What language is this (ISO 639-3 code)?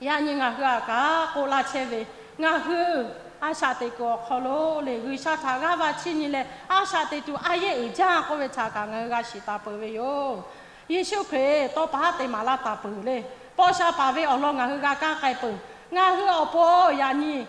lhu